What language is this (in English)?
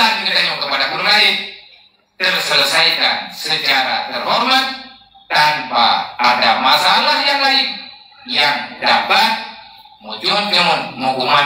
Achinese